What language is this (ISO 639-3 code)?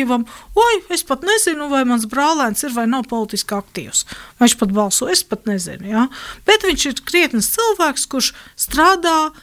lav